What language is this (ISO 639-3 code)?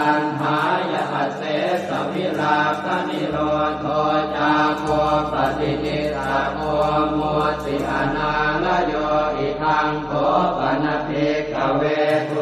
pli